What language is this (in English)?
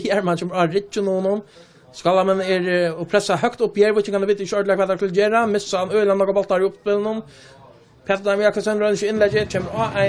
Faroese